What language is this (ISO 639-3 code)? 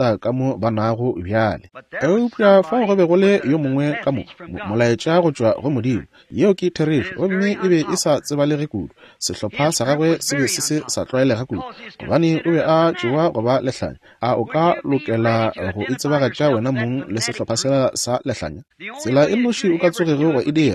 nso